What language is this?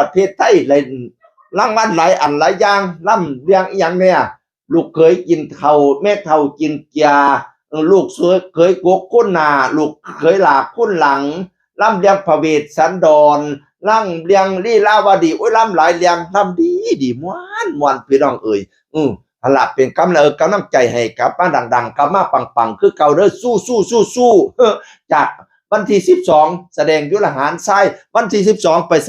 Northeastern Thai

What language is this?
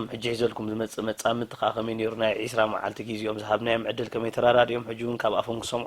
Tigrinya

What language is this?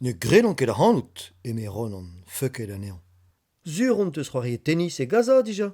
Breton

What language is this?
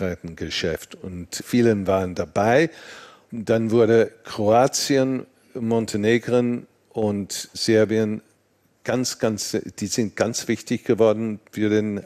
German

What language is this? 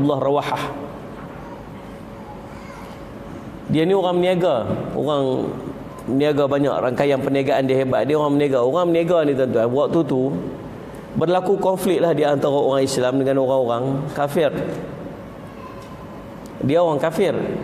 Malay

